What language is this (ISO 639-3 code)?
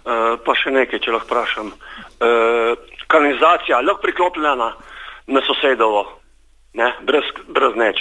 slv